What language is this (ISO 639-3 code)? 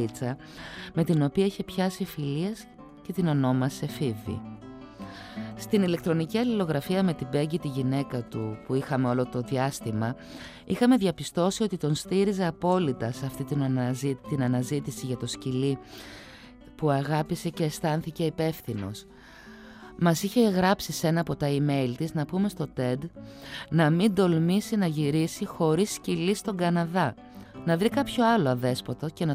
ell